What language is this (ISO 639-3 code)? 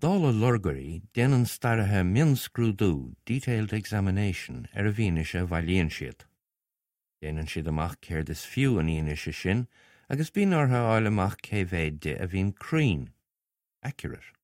gle